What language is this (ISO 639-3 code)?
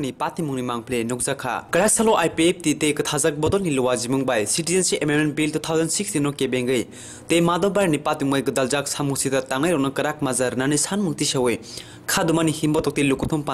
trp